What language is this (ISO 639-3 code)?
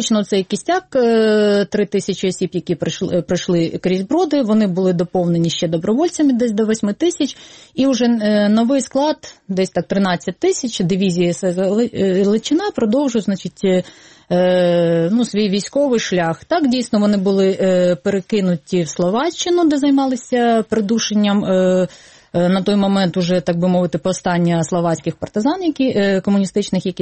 ukr